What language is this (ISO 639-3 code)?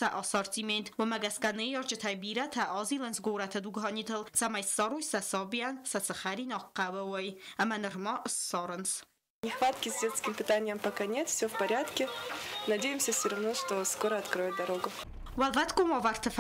oss